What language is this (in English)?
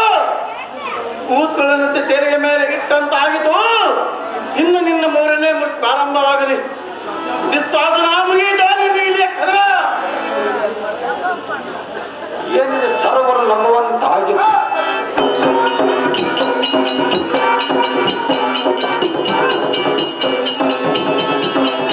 Kannada